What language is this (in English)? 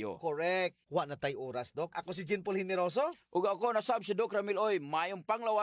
Cebuano